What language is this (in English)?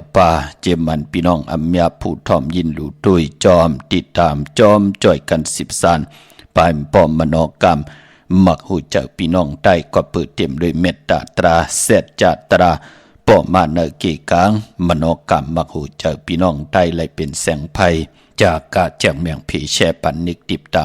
Shan